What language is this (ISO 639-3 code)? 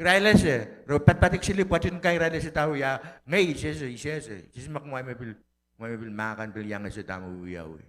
pon